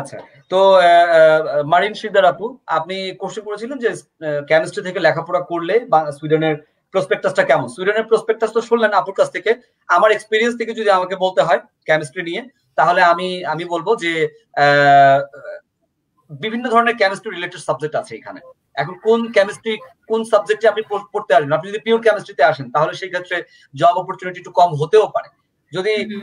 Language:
Bangla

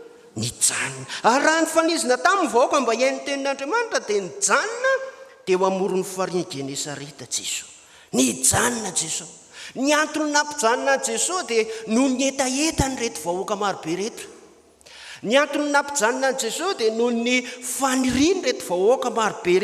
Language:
Malagasy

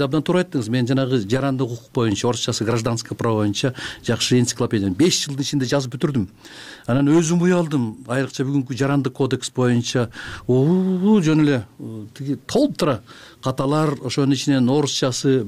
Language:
Kyrgyz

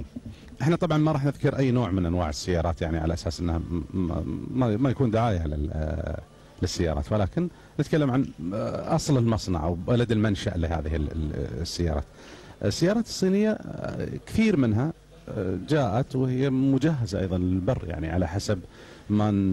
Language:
Gulf Arabic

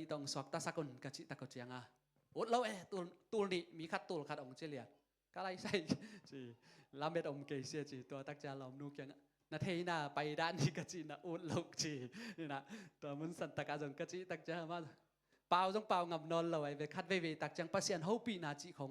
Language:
Tedim Chin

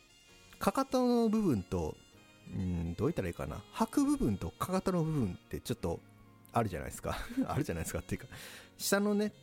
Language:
Japanese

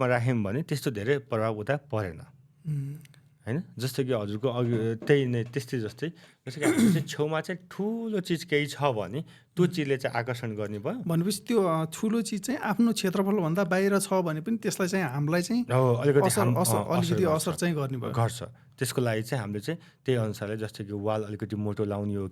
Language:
Nepali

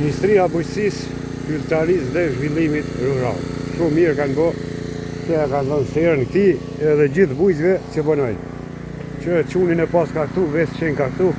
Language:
Albanian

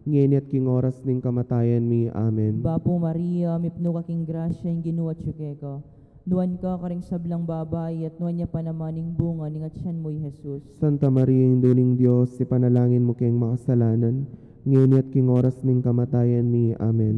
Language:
Pampanga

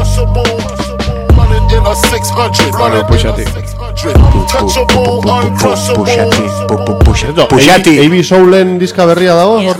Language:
Basque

